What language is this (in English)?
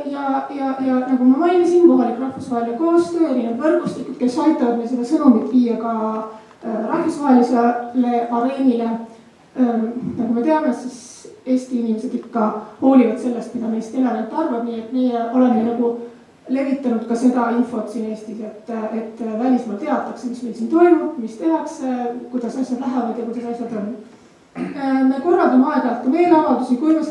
Estonian